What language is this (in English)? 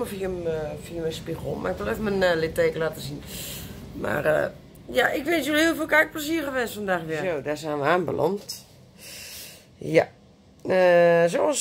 Dutch